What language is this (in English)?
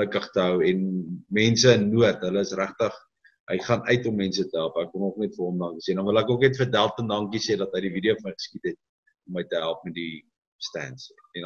Afrikaans